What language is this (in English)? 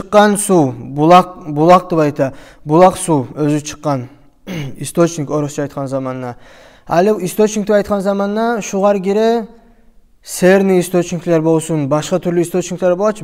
Kumyk